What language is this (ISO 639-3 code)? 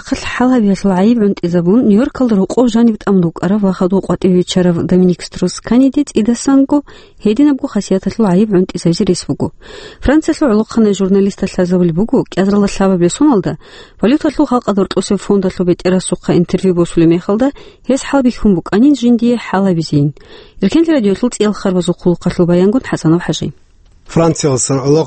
ava